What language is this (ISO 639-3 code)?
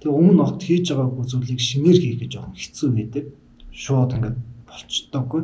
mon